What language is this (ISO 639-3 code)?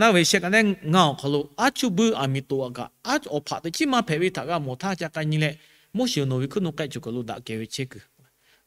lhu